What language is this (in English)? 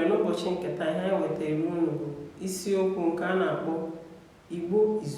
Igbo